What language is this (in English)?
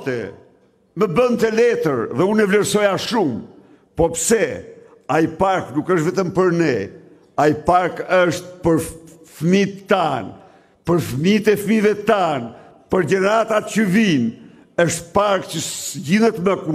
Albanian